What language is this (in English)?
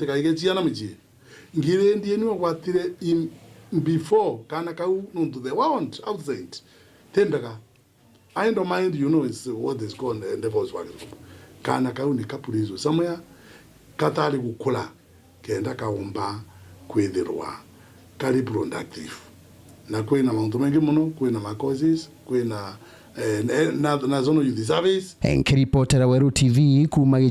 Meru